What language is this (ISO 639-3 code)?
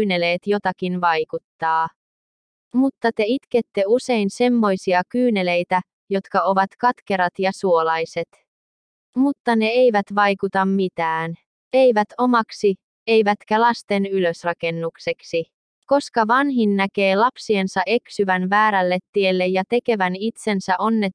fin